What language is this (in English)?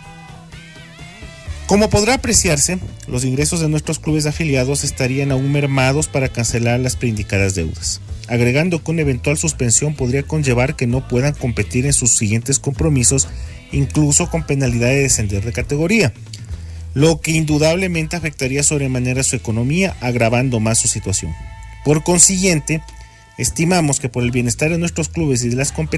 Spanish